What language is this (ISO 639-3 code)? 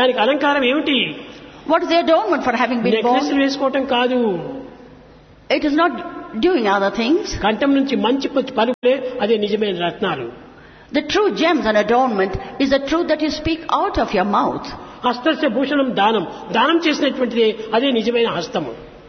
tel